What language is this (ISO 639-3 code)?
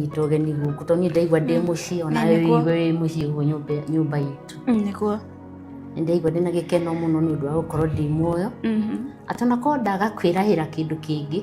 kik